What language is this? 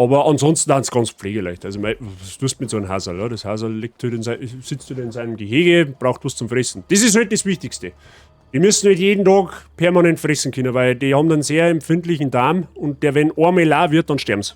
Bavarian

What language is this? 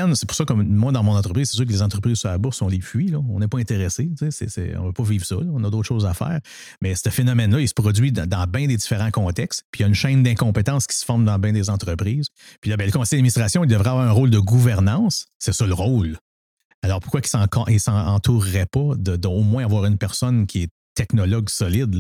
French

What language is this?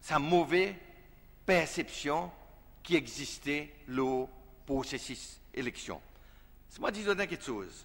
Seselwa Creole French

